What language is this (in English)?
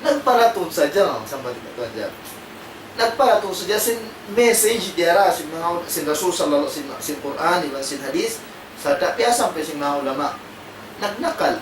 Tausug